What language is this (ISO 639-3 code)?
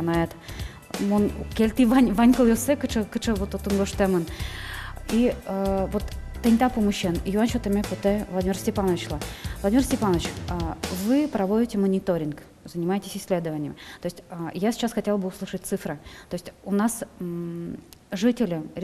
udm